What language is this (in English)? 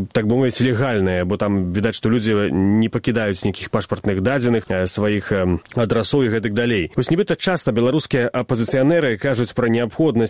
Belarusian